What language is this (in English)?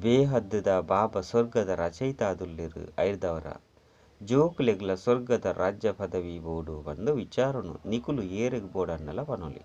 Tulu